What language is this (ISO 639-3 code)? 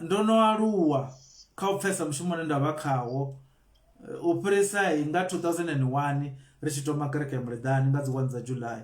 ven